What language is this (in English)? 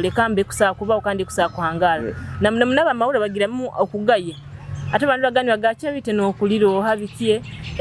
Nyoro